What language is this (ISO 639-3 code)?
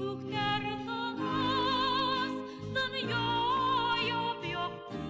bak